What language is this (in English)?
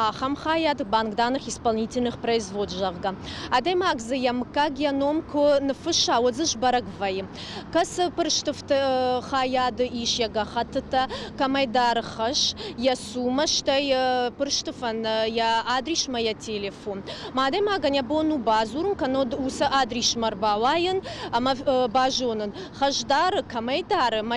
Ossetic